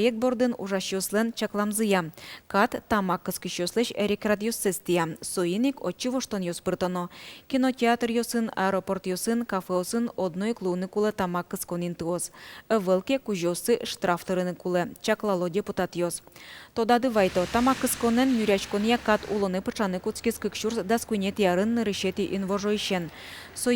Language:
Udmurt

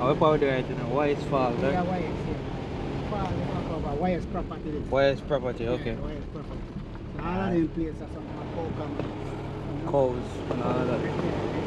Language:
Jamaican Creole English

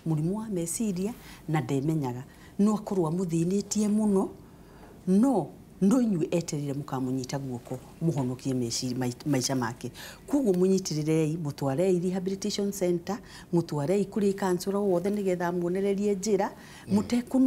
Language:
Kikuyu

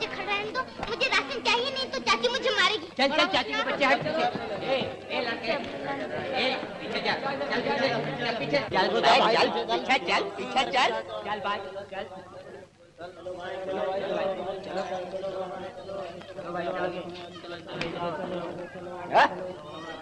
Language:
Hindi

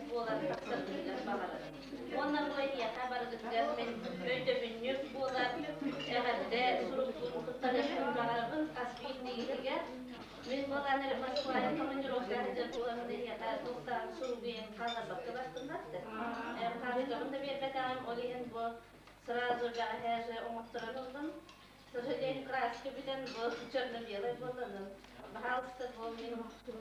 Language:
Yakut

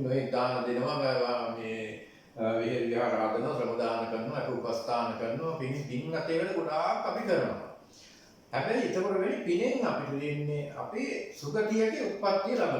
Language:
Sinhala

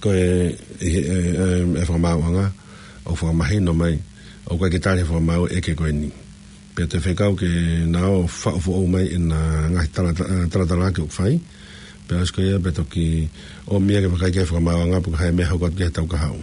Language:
Tongan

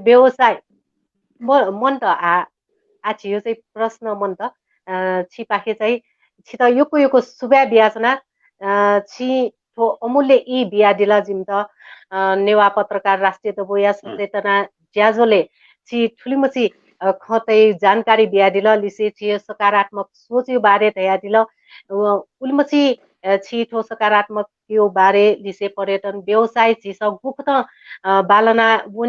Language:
Newari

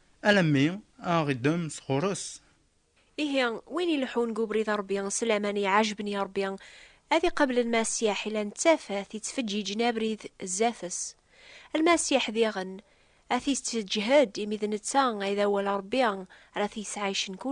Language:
Kabyle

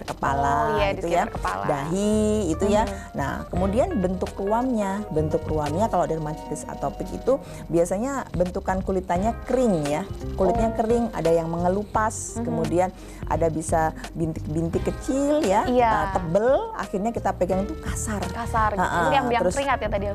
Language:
Indonesian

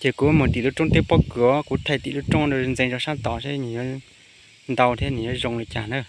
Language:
Hmong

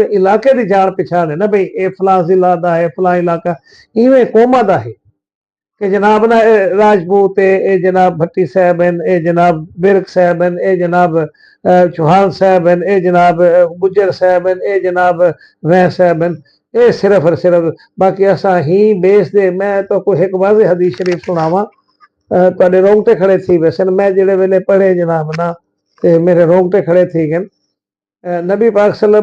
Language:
Saraiki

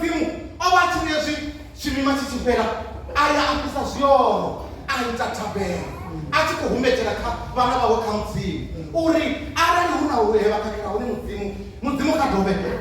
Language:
Venda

